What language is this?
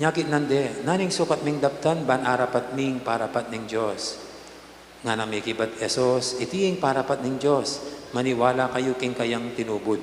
Pampanga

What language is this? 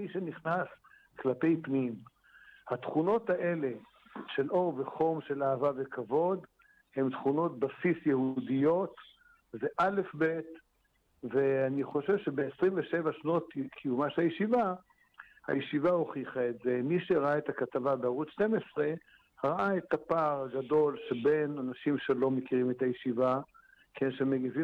Hebrew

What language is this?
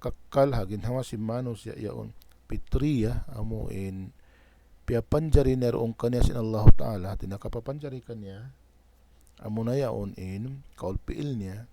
Tausug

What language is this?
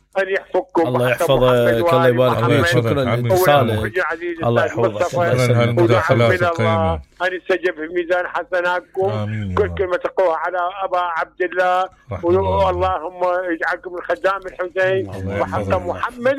Mesopotamian Arabic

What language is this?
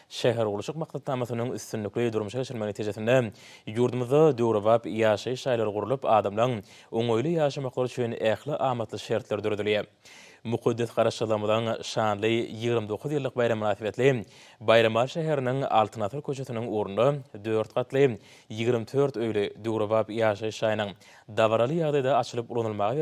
Turkmen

